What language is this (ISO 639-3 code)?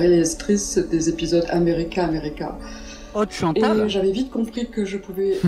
fra